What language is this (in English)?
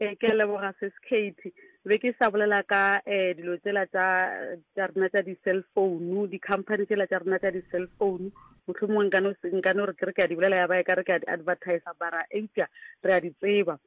Northern Sotho